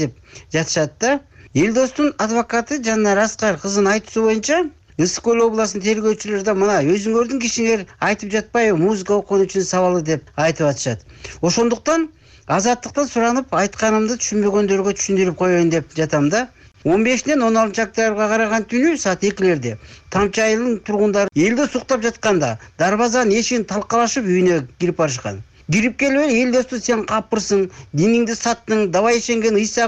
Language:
Kyrgyz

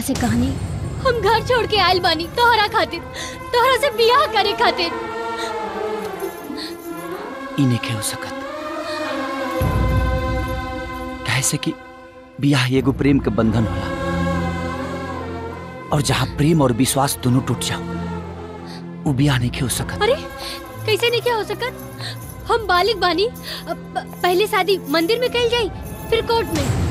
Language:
Bhojpuri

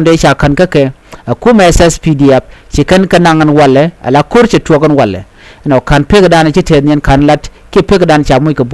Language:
Nuer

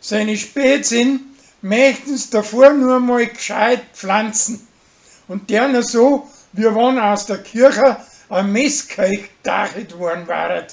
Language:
Bavarian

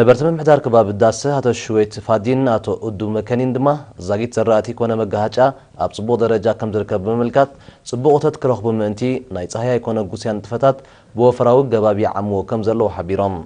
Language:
Tigrinya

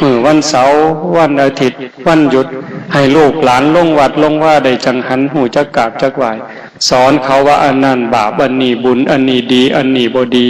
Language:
Northeastern Thai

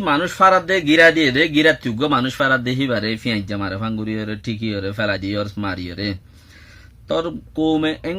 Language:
Rohingya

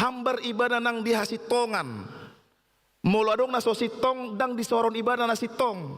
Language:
Batak Toba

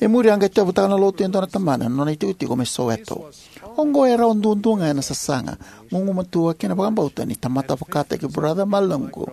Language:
Fijian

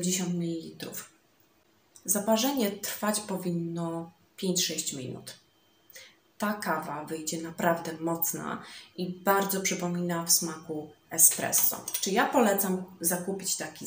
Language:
Polish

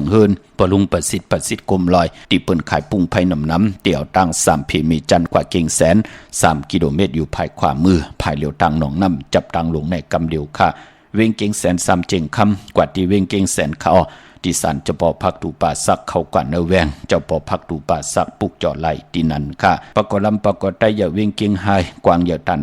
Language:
Shan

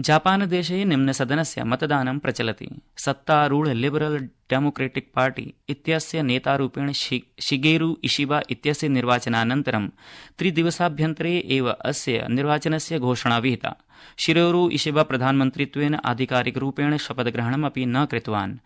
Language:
Sanskrit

